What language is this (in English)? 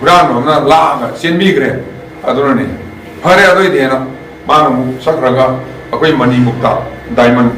Manipuri